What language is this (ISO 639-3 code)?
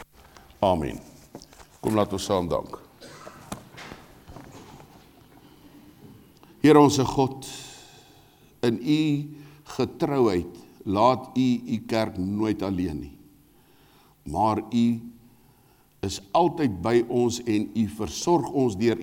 afr